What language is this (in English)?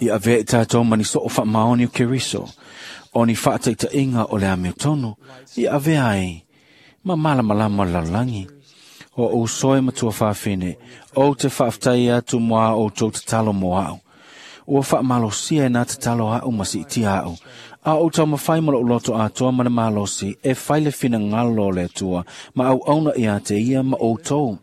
Samoan